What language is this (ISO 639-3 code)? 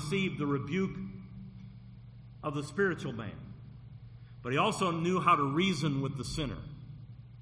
eng